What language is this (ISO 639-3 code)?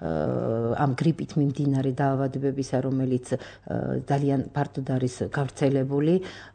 kat